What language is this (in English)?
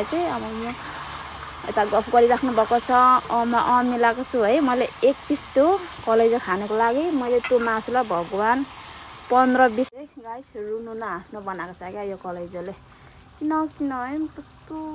Nepali